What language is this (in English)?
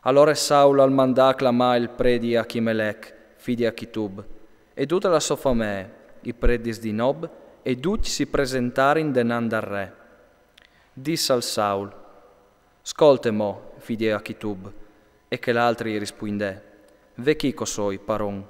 Friulian